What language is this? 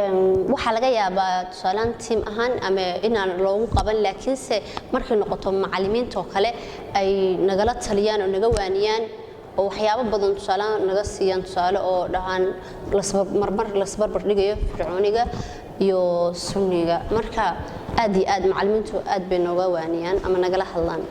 Somali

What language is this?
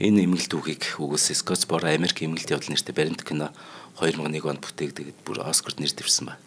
Mongolian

